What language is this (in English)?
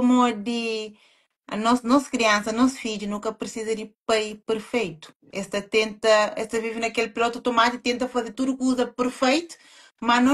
Kabuverdianu